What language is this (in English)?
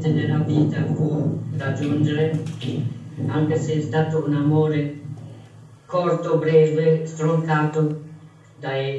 Italian